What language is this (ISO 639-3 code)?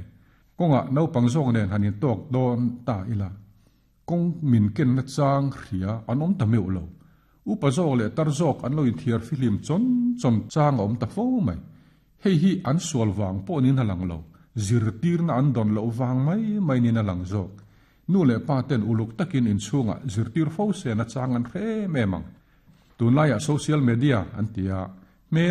lus